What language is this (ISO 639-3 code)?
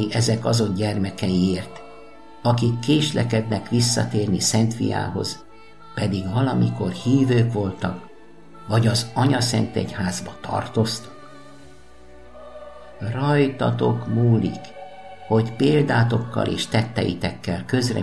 hun